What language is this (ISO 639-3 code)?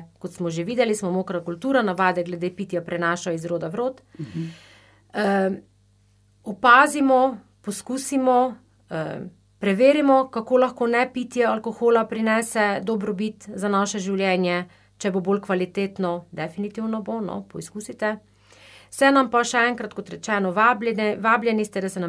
slv